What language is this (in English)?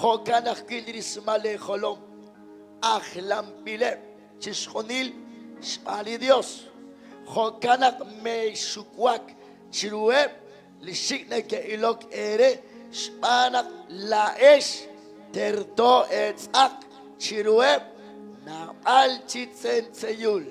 Kekchí